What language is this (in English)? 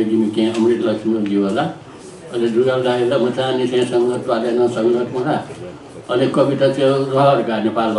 Newari